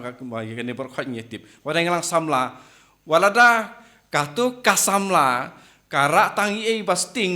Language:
Khasi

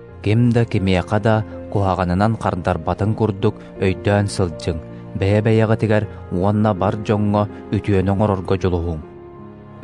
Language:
Yakut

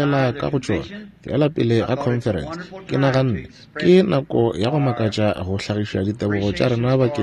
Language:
Northern Sotho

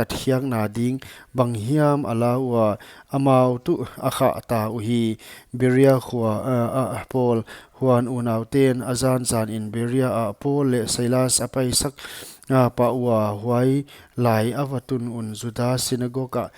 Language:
Paite Chin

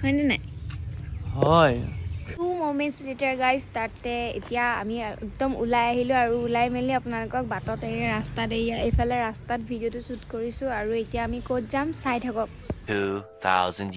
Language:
Assamese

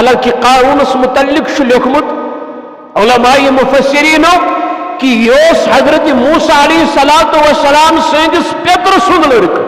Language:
Kashmiri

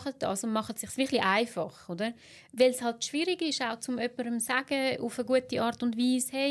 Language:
Swiss German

